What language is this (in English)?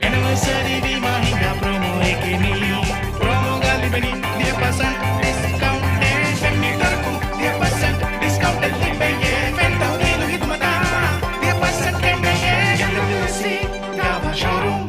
Divehi